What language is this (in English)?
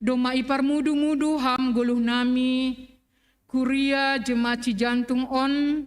Batak Simalungun